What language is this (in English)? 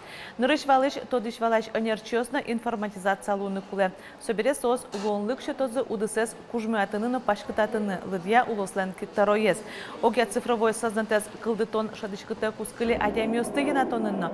Udmurt